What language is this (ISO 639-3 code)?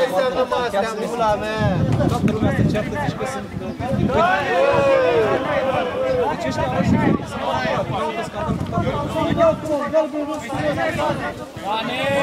ron